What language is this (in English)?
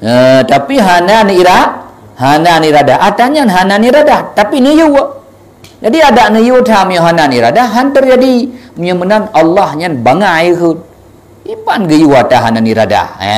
Achinese